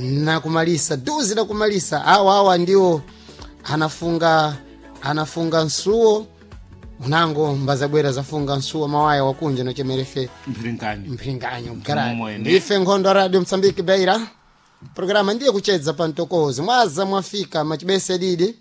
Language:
Sena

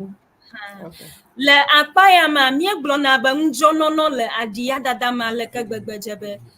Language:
Ewe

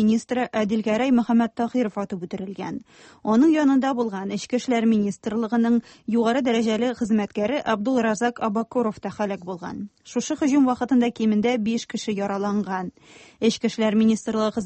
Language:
Tatar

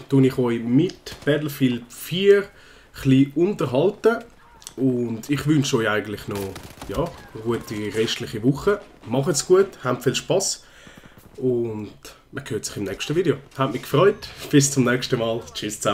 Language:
Swiss German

